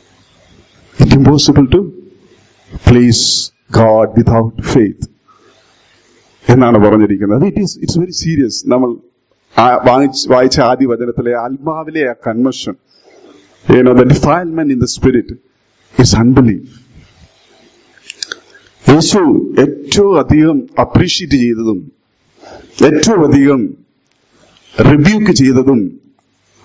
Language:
Malayalam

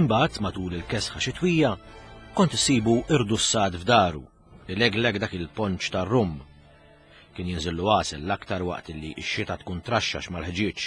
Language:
Maltese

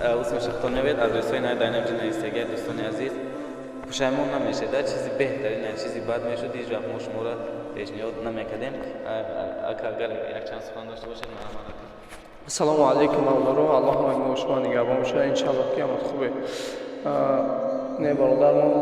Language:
Tajik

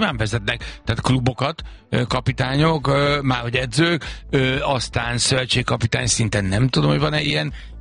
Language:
Hungarian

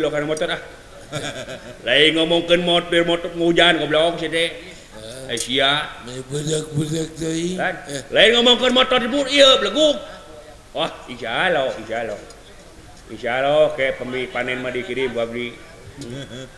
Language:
Sundanese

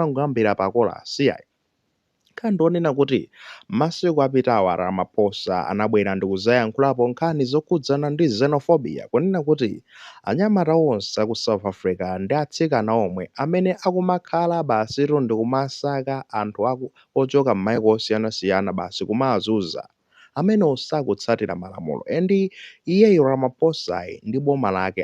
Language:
Nyanja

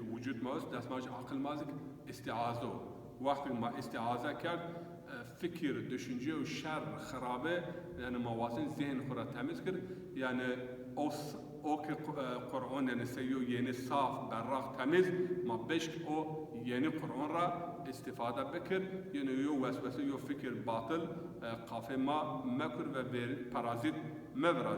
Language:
Zaza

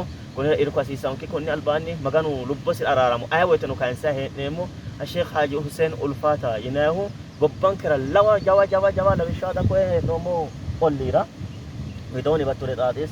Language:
Sidamo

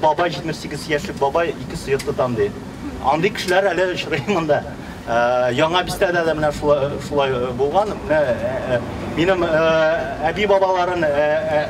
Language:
Tatar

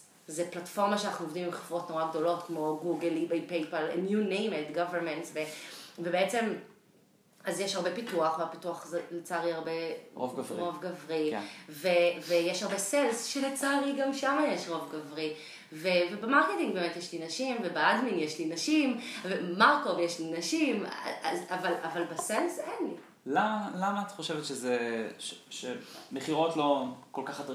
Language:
Hebrew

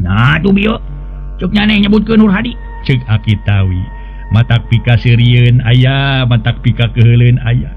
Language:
Sundanese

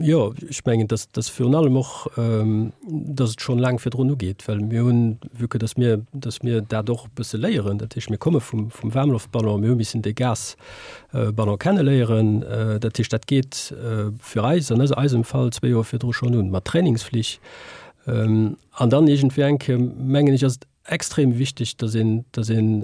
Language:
Luxembourgish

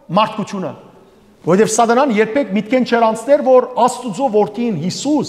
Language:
Western Armenian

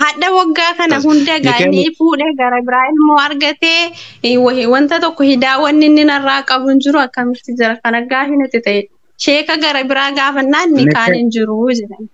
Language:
Oromo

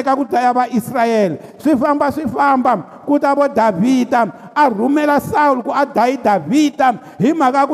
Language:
Tsonga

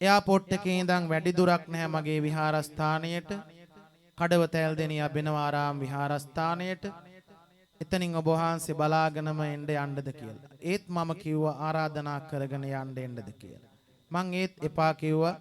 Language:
Sinhala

